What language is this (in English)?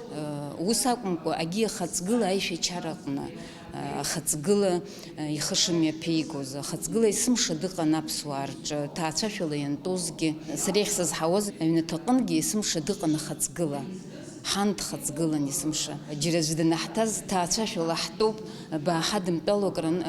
Abkhazian